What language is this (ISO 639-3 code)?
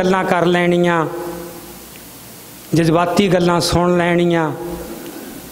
pan